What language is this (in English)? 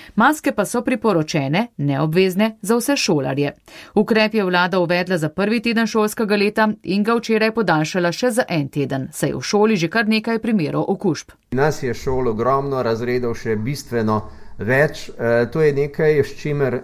Slovenian